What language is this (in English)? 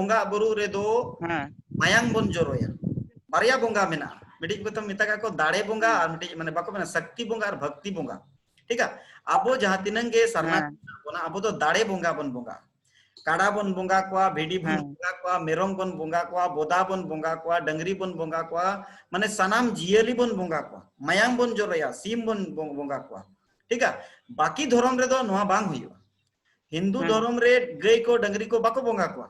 Santali